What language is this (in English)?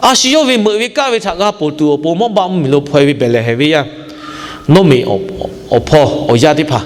Lahu